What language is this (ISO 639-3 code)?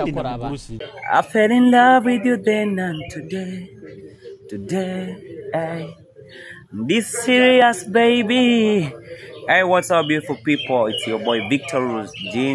nyo